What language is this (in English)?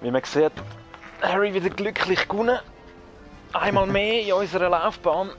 Swiss German